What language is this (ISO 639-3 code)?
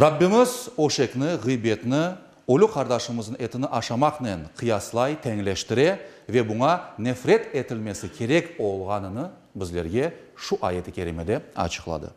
crh